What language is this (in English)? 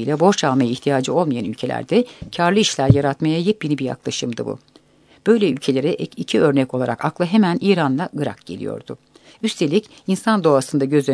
Turkish